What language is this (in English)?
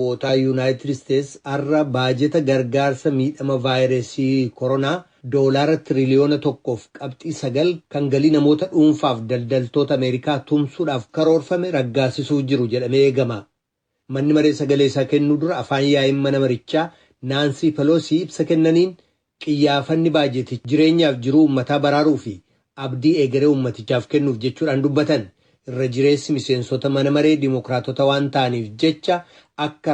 Oromo